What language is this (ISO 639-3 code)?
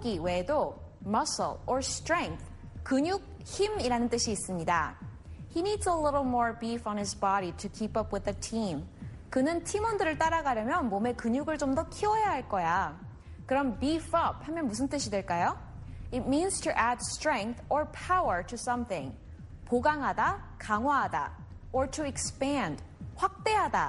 kor